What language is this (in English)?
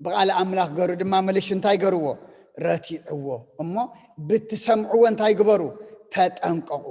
Tigrinya